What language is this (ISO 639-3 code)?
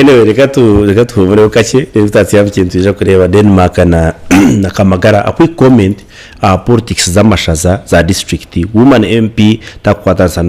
nyn